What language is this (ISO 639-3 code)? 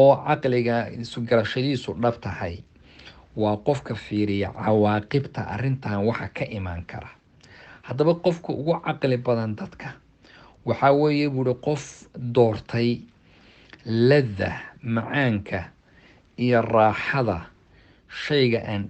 som